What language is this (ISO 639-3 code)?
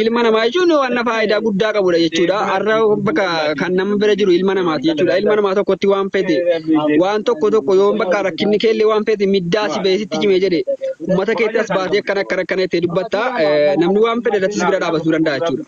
orm